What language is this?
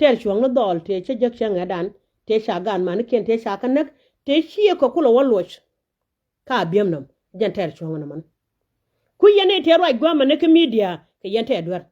Nuer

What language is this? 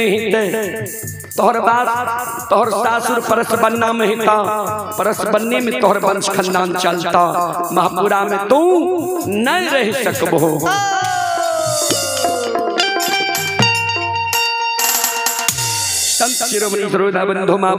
Bhojpuri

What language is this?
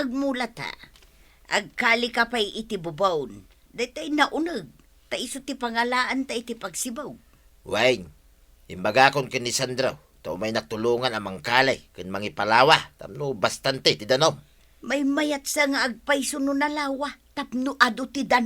Iloko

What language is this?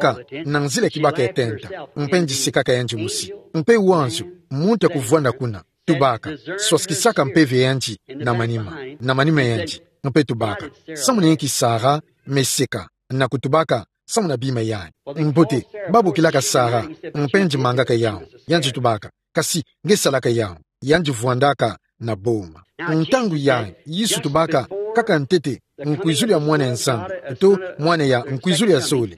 Kituba (Democratic Republic of Congo)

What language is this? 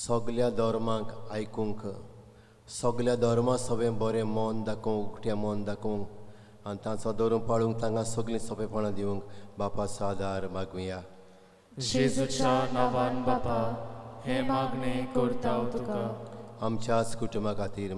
Konkani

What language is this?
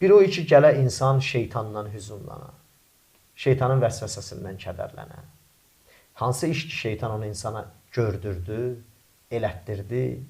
Azerbaijani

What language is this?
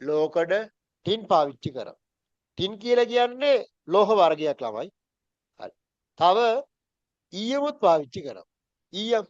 Sinhala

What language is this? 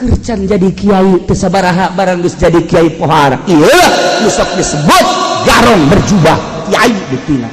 Sundanese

